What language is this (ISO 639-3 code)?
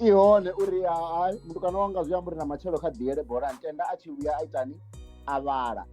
ven